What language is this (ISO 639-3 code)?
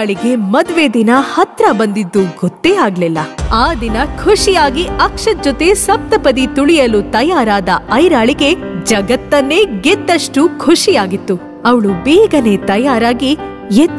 kan